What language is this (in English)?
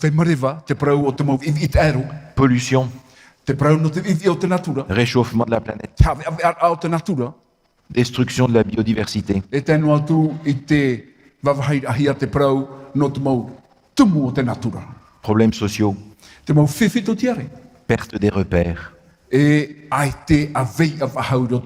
Tahitian